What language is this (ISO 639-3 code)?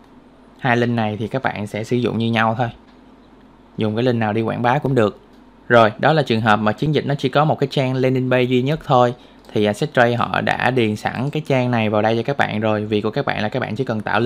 vie